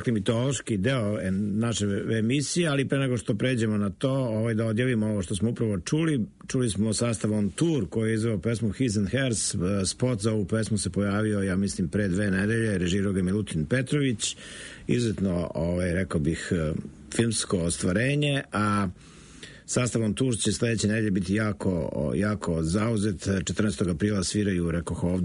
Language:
Serbian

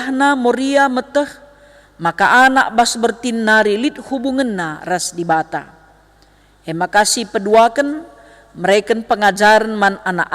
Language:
Batak Karo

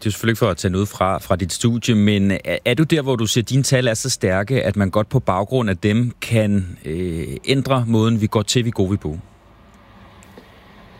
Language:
Danish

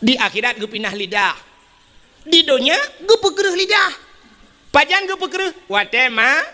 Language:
Achinese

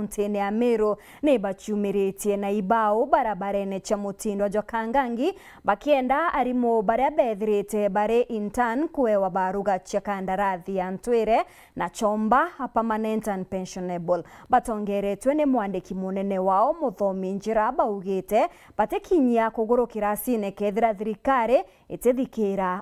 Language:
Meru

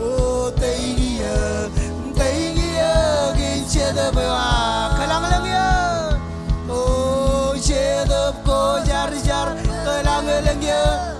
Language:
Marshallese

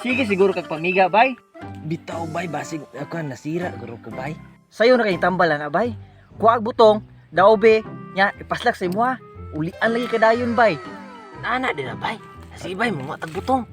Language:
Cebuano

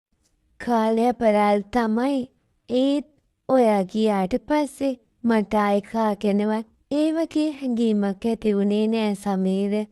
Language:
Sinhala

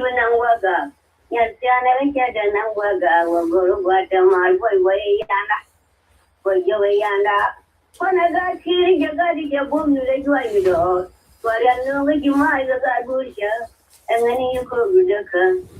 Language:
Nuer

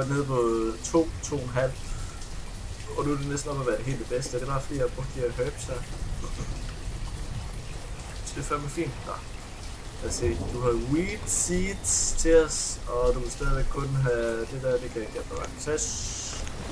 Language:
Danish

